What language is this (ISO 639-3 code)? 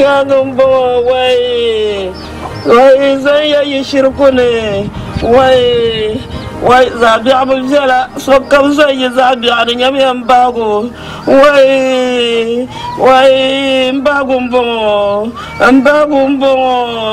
dag